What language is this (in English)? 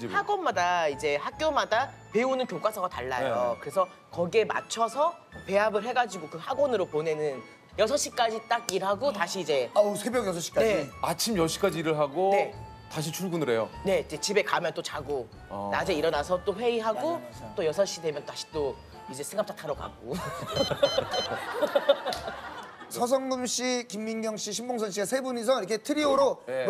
Korean